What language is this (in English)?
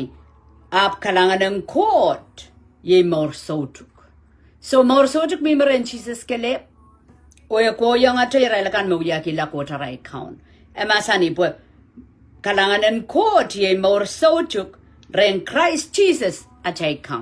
Pohnpeian